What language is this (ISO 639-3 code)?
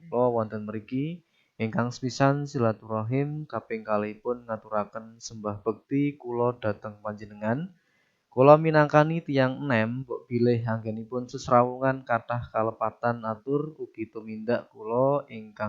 jav